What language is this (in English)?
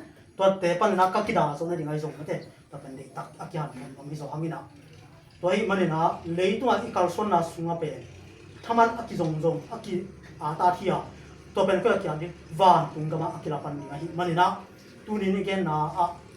Tedim Chin